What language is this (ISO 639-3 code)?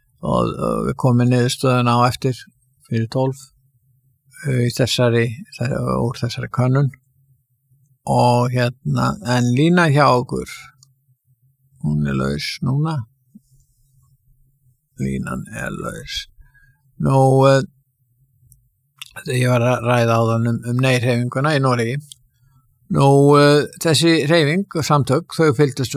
isl